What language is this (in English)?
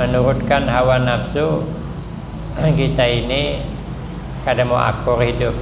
Banjar